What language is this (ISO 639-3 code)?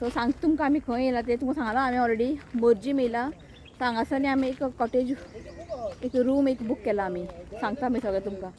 kok